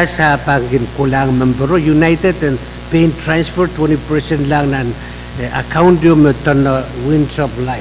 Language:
Pohnpeian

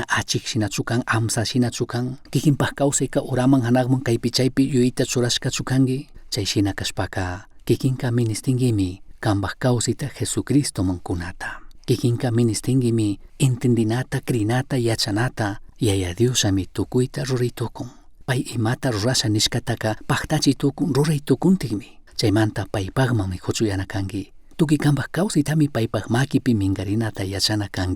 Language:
Chimborazo Highland Quichua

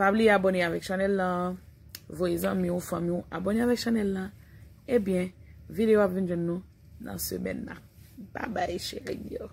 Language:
Haitian Creole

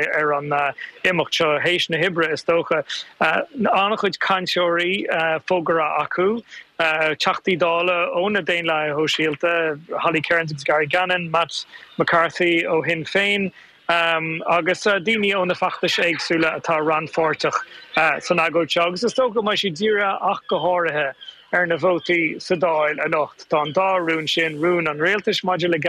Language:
Irish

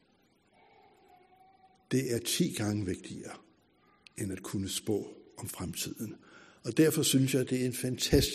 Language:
Danish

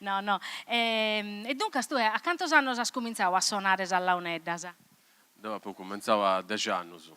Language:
Sardinian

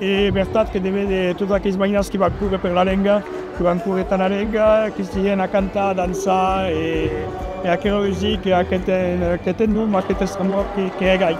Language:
Occitan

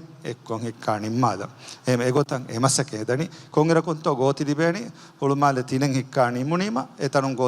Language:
Divehi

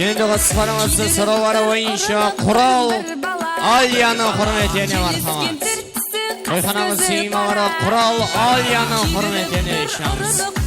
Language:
Kara-Kalpak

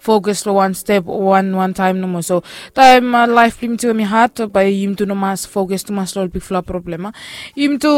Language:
Bislama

